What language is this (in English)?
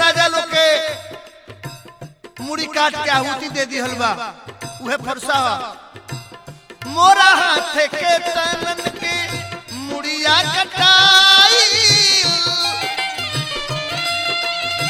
Bhojpuri